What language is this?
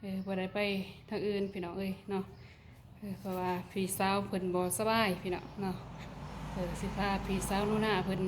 Lao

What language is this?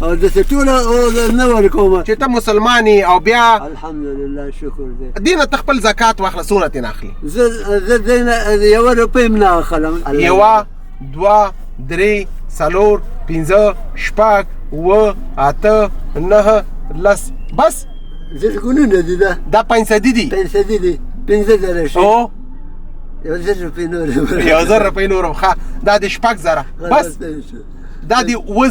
Pashto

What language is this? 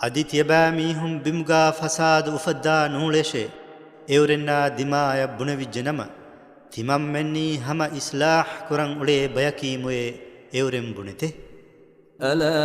Divehi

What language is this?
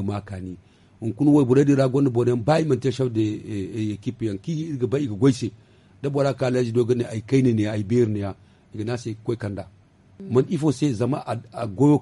Zarma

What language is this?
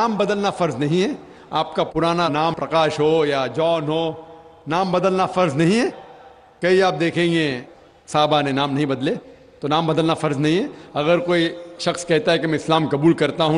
Urdu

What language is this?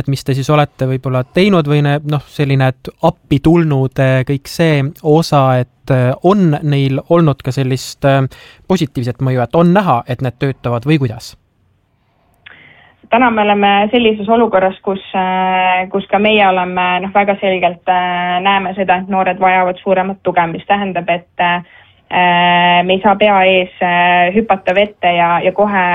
Estonian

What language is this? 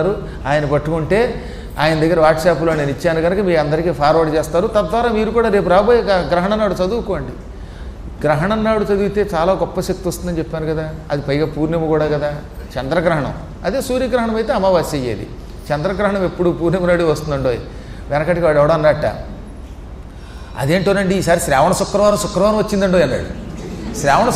Telugu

